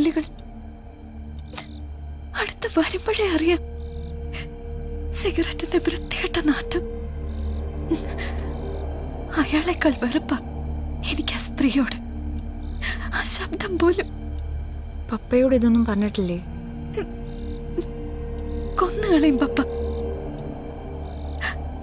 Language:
Malayalam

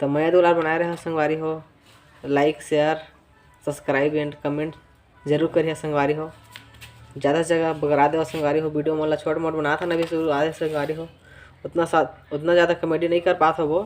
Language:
Chhattisgarhi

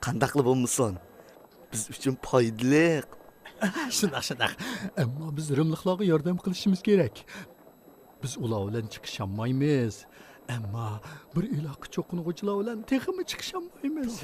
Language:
Uyghur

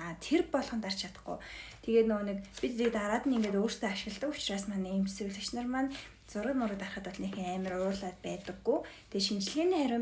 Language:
Mongolian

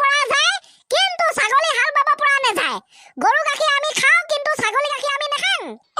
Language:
Assamese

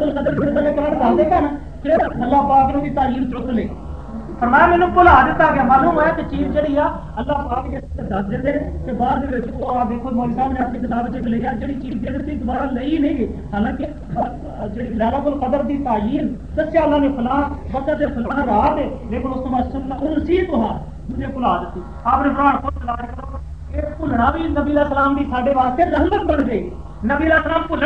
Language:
Western Panjabi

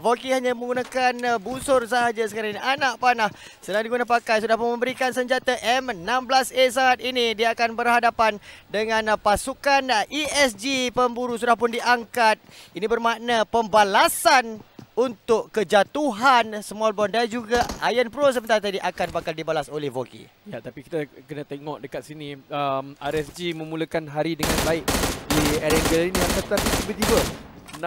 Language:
Malay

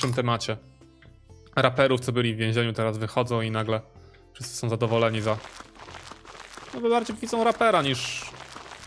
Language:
Polish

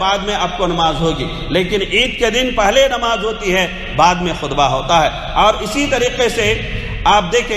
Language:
Urdu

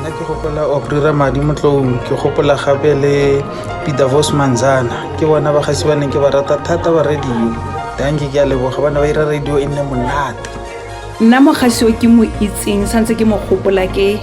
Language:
Tswana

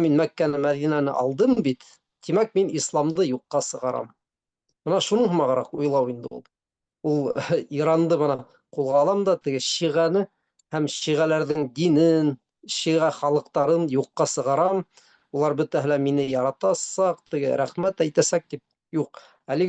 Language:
Bashkir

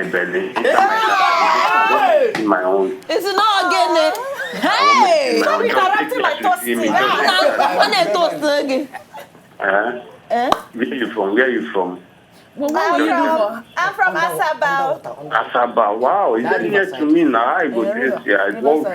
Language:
Nigerian Pidgin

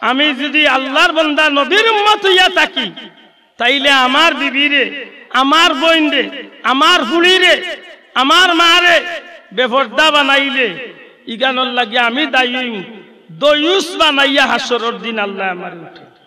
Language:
Sylheti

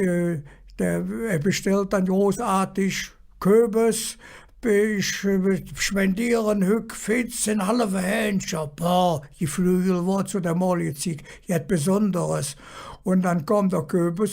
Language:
Colognian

